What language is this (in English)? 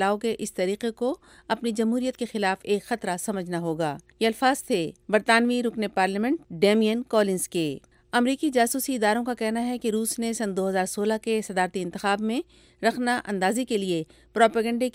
Urdu